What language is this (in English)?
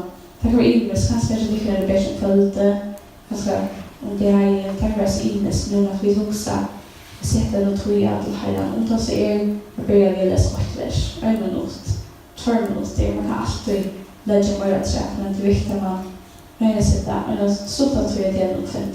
Faroese